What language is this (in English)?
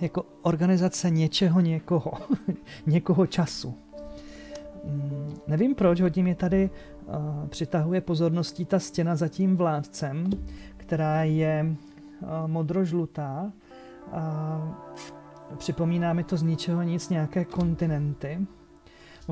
Czech